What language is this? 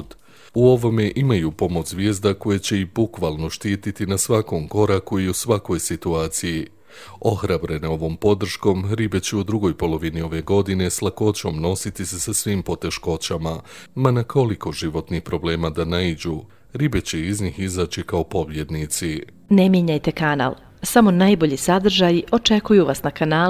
Bosnian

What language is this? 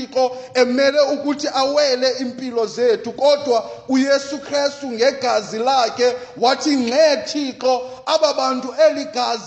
Xhosa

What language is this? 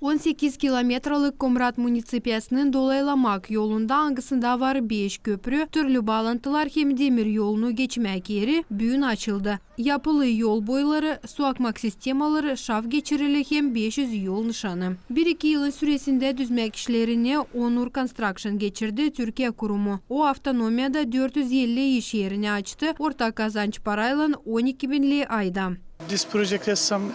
Gagauz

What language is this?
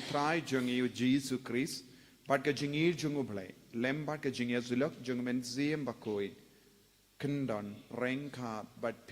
Khasi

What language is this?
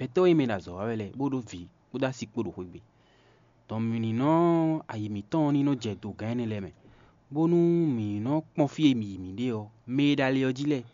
Fon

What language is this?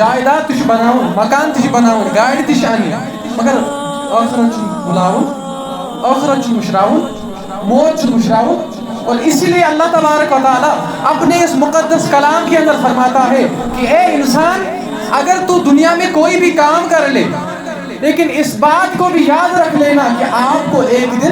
Kashmiri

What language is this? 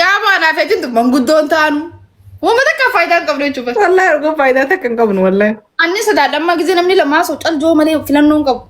Oromo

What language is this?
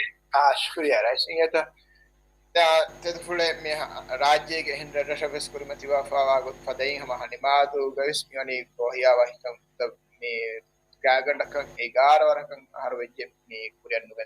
Divehi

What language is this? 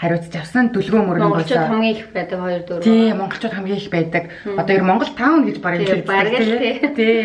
Mongolian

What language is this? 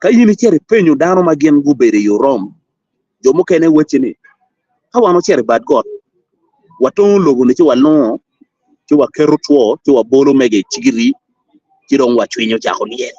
Acoli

